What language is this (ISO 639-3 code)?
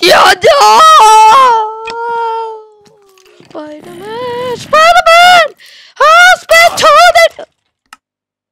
nor